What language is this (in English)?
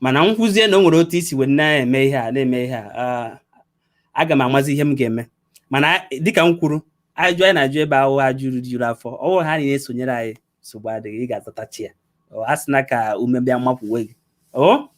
Igbo